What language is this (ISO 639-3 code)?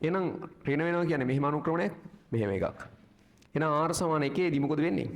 sin